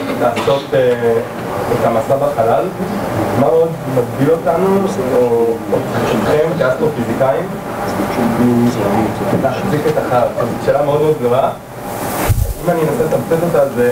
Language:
Hebrew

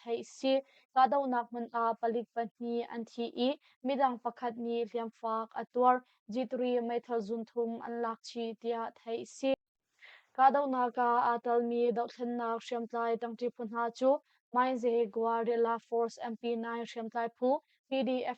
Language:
Hakha Chin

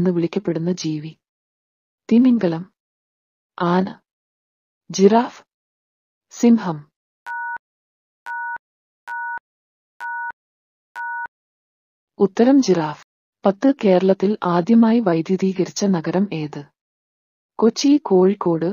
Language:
Malayalam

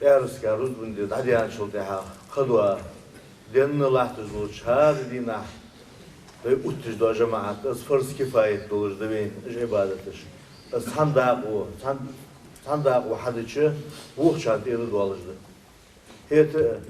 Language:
Ingush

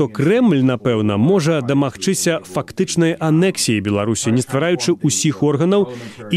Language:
Belarusian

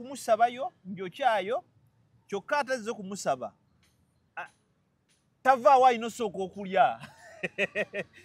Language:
Ganda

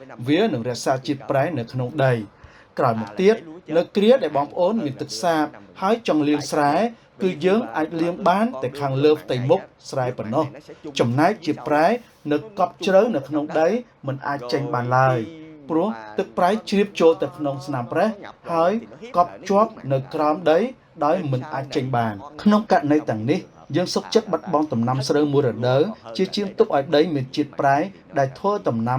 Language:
Khmer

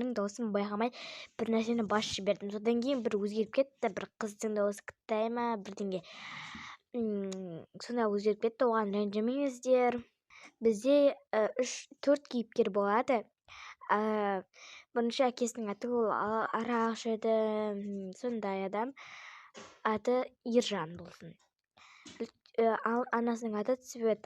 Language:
Kazakh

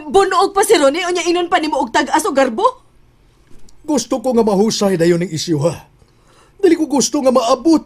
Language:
Cebuano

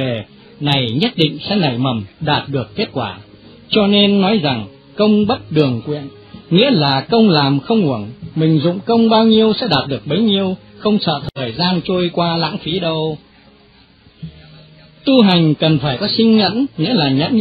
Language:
Vietnamese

